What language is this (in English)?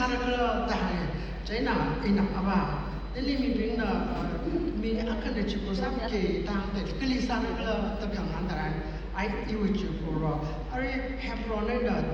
Tangkhul Naga (India)